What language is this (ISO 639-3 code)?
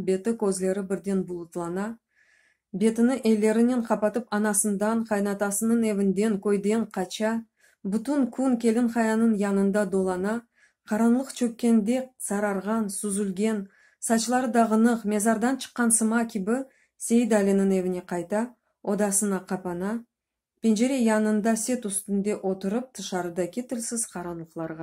crh